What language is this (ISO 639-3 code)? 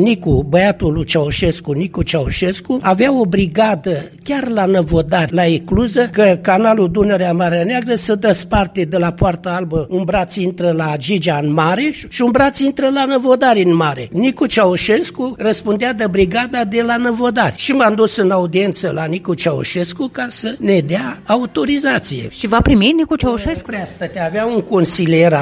ron